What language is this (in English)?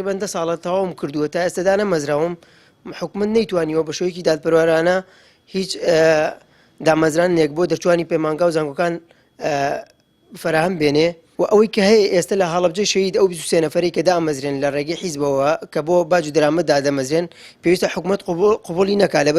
Central Kurdish